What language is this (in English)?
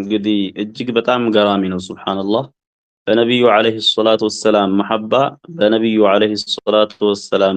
Amharic